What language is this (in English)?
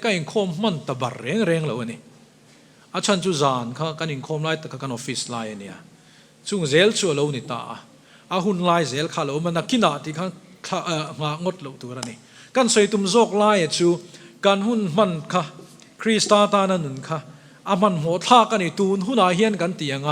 Mizo